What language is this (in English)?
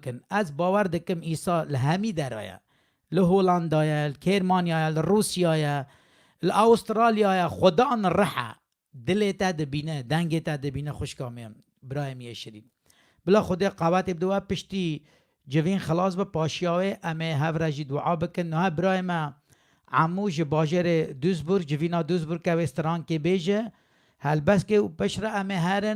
Kurdish